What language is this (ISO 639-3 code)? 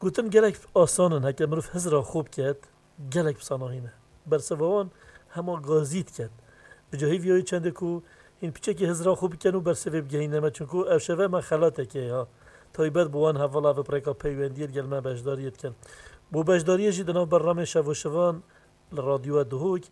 kur